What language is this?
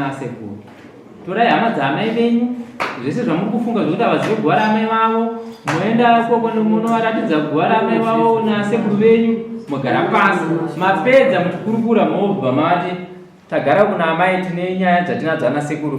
Shona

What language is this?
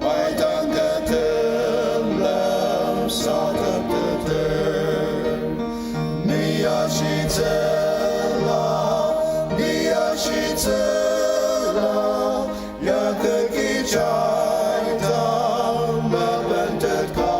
Ao Naga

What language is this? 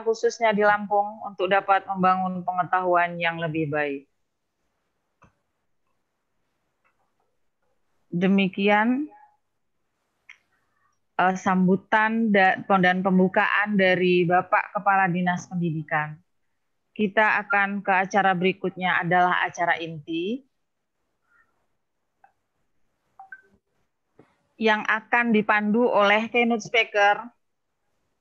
Indonesian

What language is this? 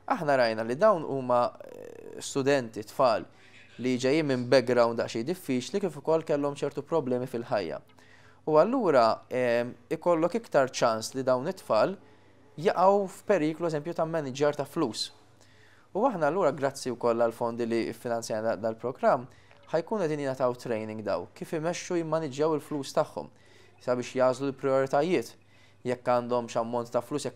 Maltese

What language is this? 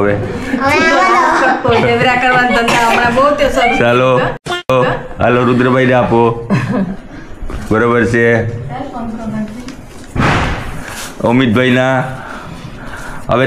Gujarati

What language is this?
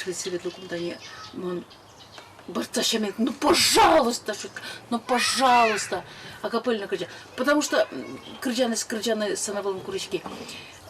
Udmurt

